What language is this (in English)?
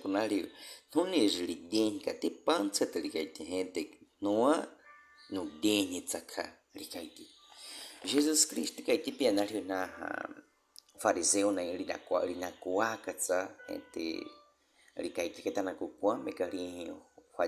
Baniwa